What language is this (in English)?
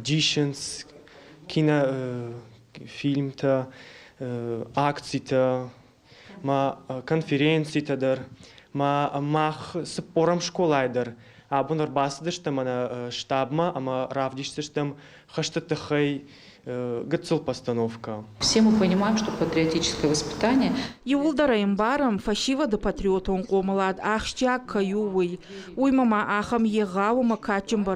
Ossetic